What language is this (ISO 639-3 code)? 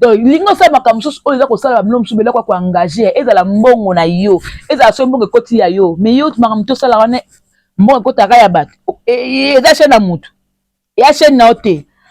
lin